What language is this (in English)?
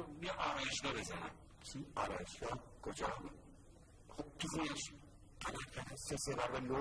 Persian